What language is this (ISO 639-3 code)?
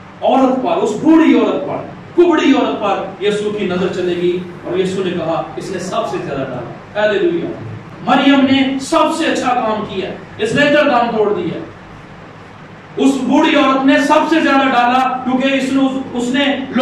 urd